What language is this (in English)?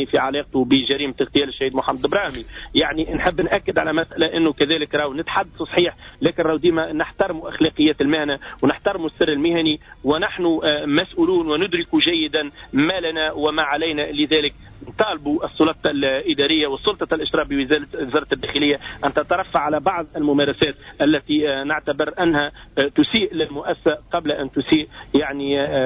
Tunisian Arabic